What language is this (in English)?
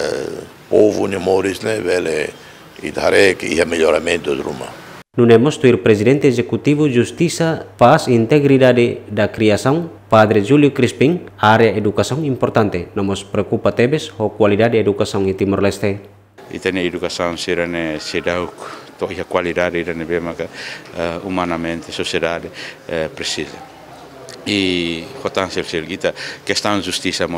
Tetum